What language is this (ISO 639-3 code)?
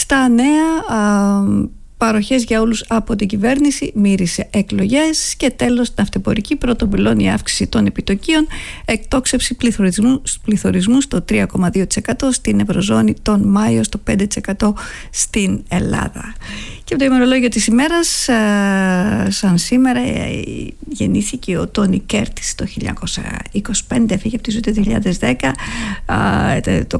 ell